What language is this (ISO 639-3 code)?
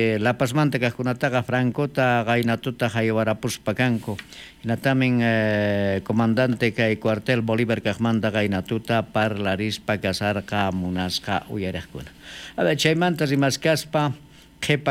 quh